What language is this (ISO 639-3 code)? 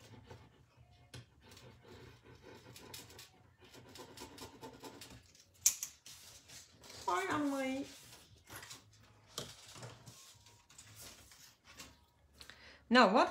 nld